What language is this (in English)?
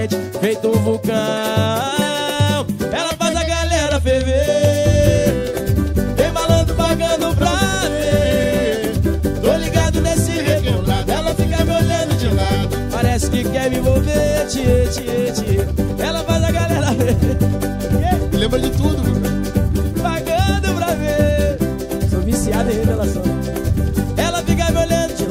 Portuguese